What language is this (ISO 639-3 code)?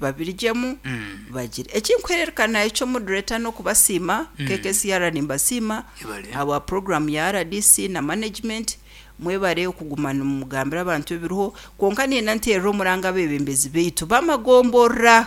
nyn